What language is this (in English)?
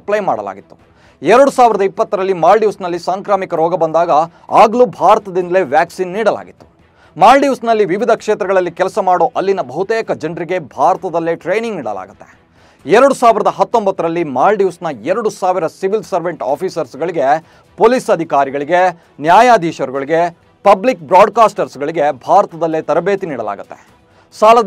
Kannada